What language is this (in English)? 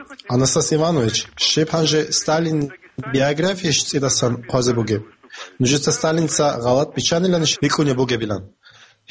Avaric